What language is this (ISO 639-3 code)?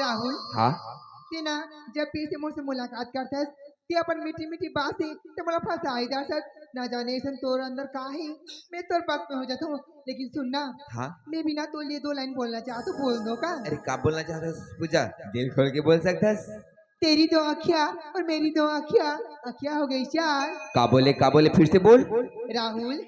hne